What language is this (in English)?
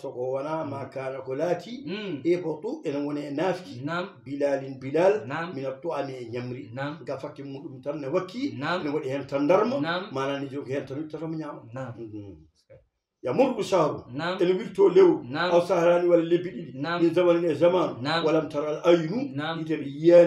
Fula